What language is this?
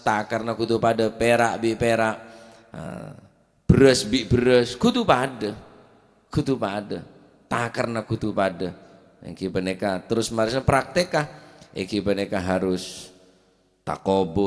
Madurese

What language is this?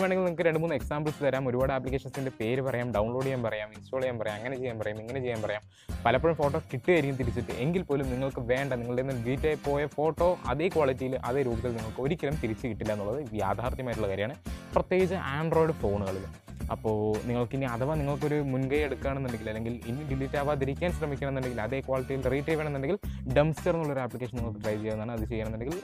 Malayalam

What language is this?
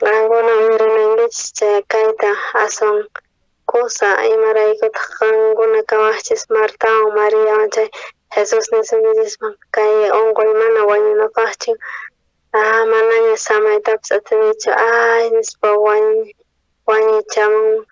South Bolivian Quechua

